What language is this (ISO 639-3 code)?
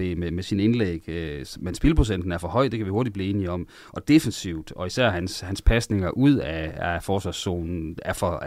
dan